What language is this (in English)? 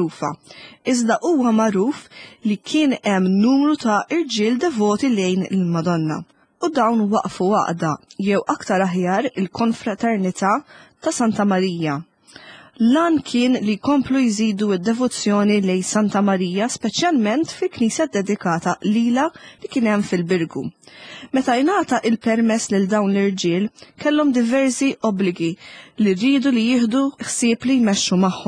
Maltese